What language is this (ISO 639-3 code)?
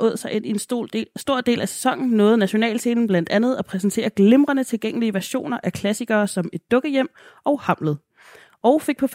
dan